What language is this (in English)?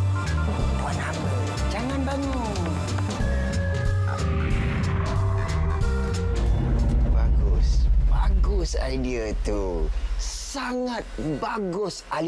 Malay